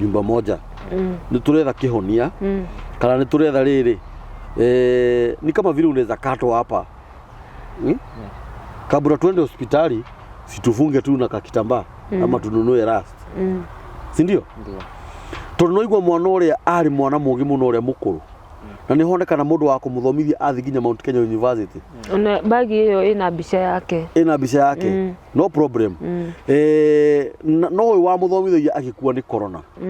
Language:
Kikuyu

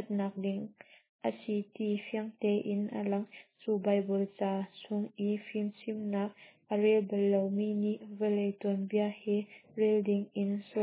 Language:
Hakha Chin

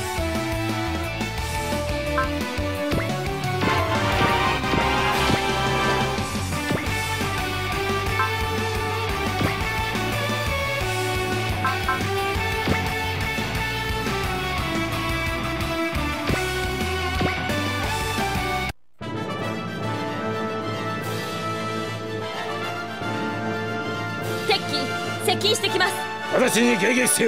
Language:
Japanese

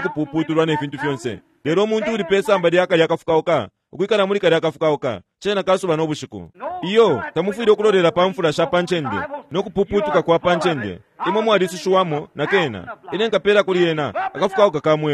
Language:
Bemba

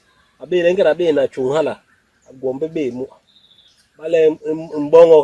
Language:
Basaa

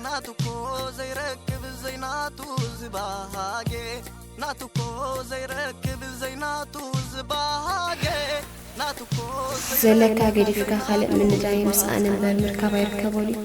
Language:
Tigrinya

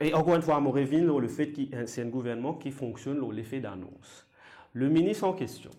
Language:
Morisyen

